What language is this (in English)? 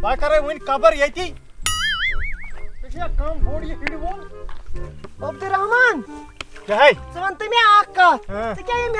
Kashmiri